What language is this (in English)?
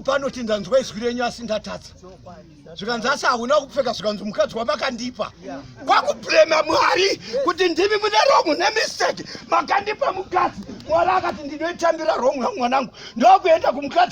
Shona